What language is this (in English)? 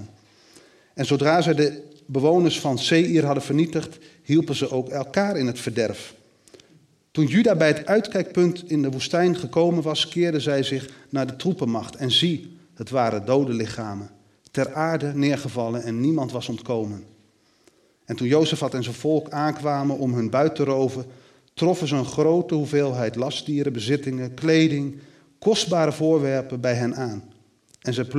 Dutch